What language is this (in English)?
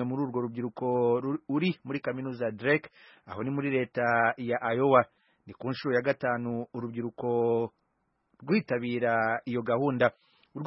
Kinyarwanda